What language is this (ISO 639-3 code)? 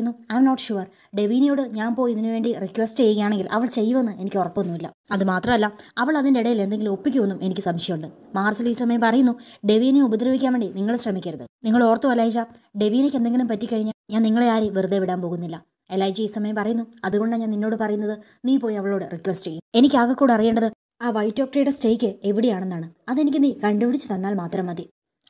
mal